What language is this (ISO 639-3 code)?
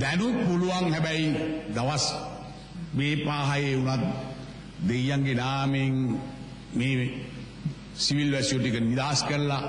sin